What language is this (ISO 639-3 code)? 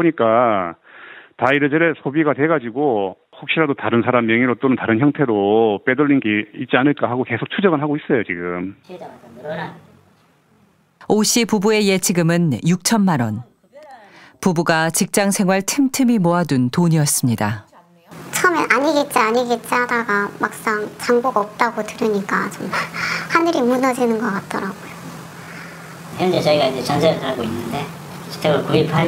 kor